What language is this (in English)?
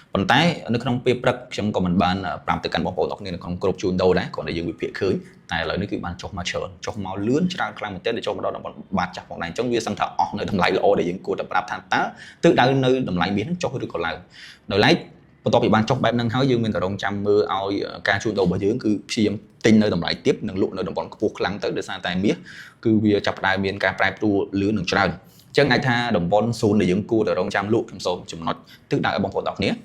Khmer